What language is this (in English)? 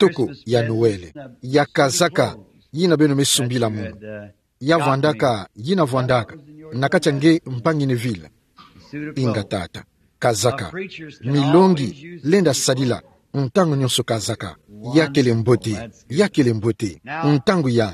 Kituba (Democratic Republic of Congo)